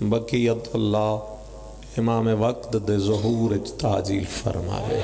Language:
Pahari-Potwari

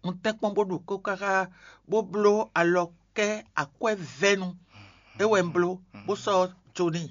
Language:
Fon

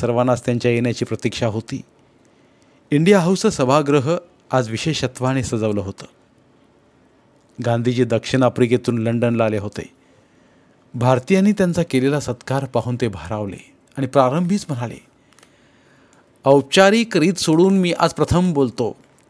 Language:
Marathi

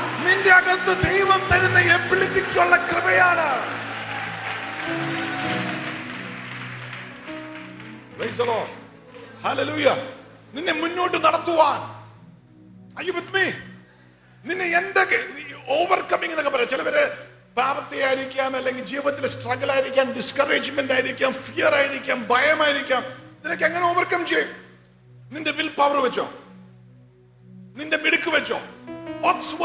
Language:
Malayalam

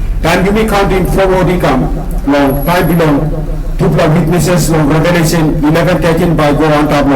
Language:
Tok Pisin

